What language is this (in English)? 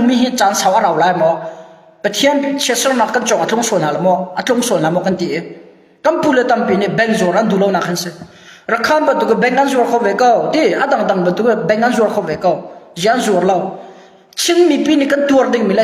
Hakha Chin